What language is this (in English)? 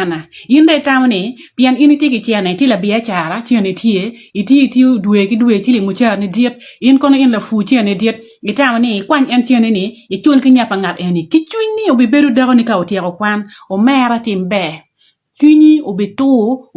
Acoli